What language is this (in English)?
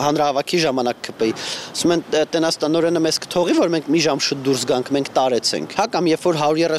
Armenian